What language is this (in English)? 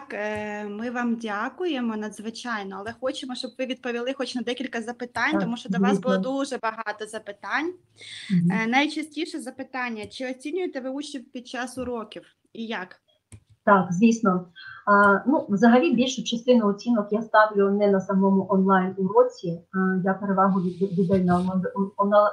Ukrainian